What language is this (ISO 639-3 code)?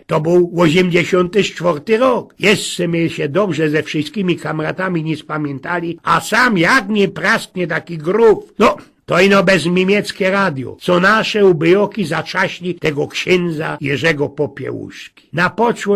szl